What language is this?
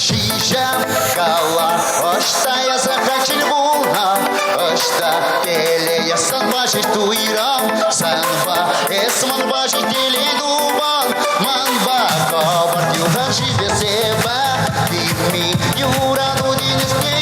Chuvash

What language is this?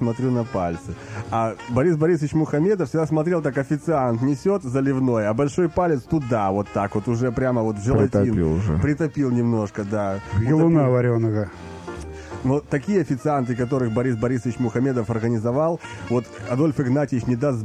Russian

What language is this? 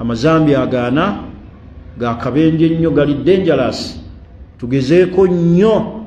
Ganda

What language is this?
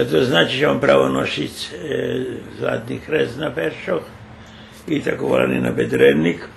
Rusyn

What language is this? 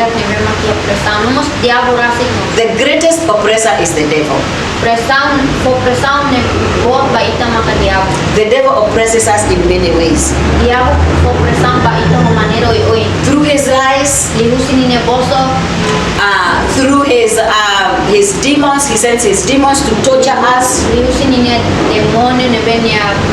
Tetum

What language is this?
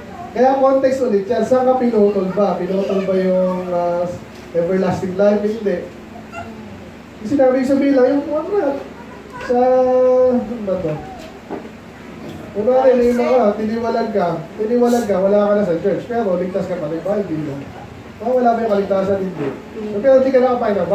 Filipino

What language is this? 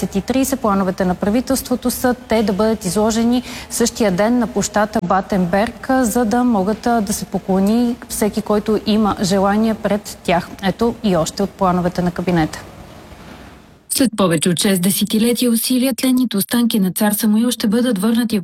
Bulgarian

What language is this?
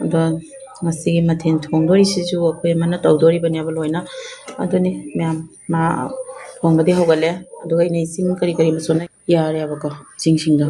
Manipuri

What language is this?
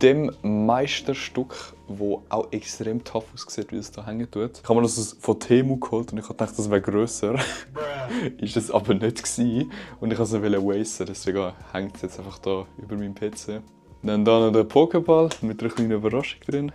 Swiss German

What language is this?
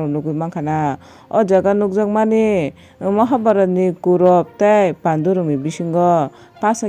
Kok Borok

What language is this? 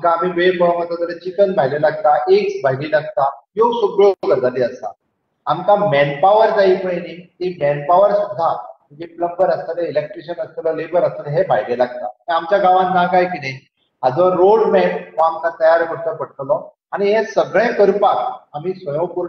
Konkani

